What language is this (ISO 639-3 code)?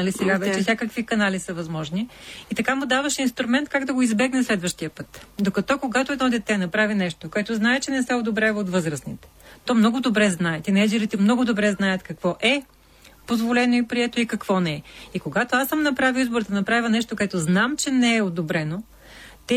bul